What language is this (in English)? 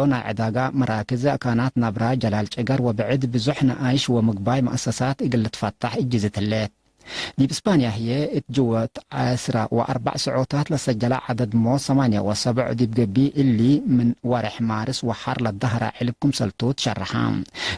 Tigre